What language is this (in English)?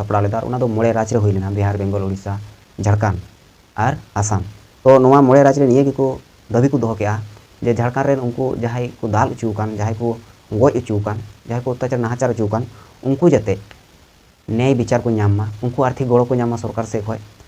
Santali